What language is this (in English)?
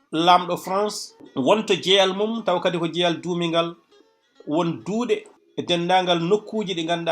Fula